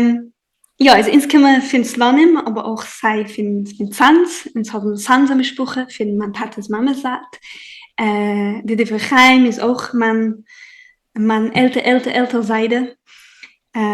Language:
Yiddish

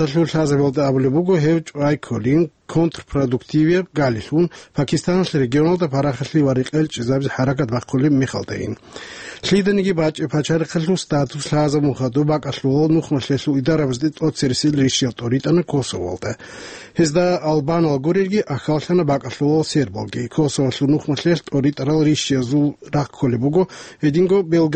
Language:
Avaric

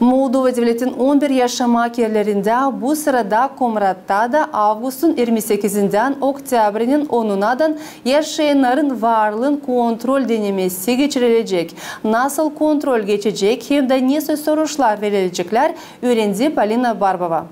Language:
Gagauz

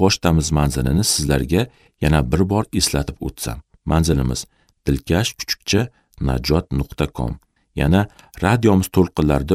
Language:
Uzbek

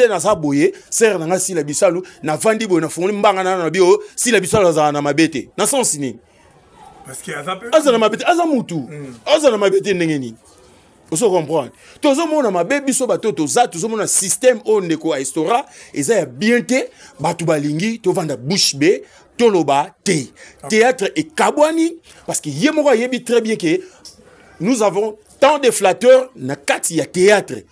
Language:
Lingala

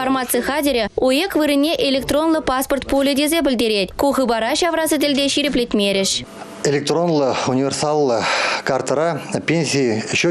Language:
Chuvash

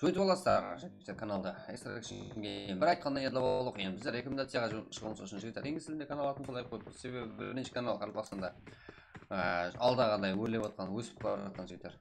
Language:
Kara-Kalpak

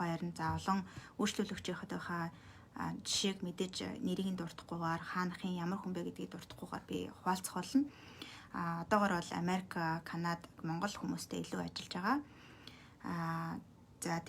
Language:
Mongolian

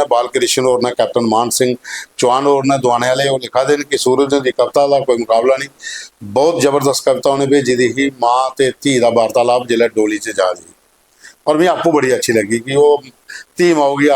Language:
Dogri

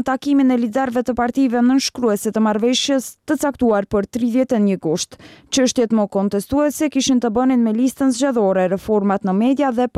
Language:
Albanian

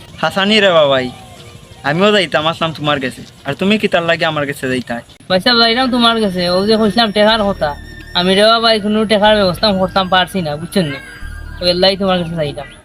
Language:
Sylheti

